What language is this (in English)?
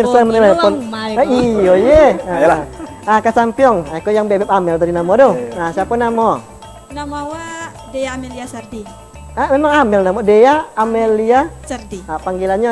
Minangkabau